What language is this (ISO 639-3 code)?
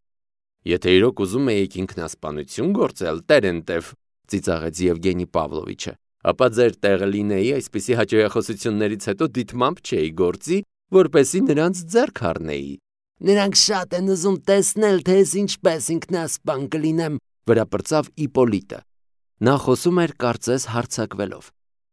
hye